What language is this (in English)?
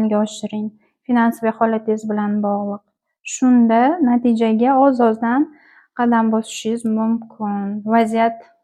Uzbek